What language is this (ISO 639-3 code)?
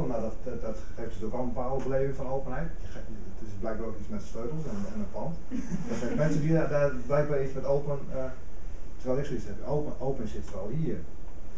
nld